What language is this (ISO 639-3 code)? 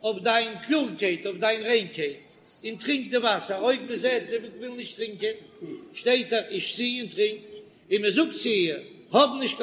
yid